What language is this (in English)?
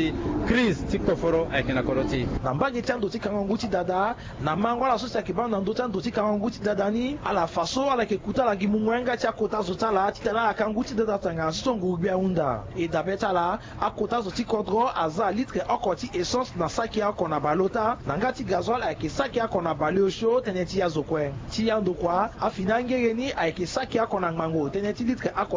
Sango